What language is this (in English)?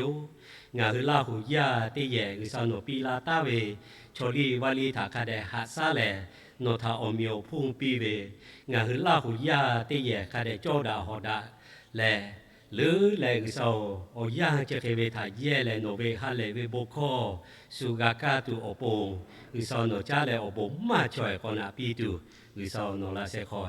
Lahu